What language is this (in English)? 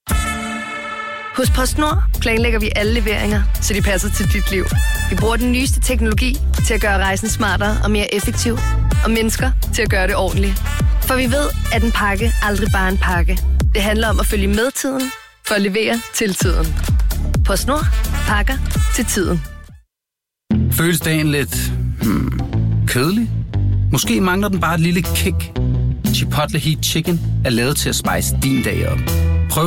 Danish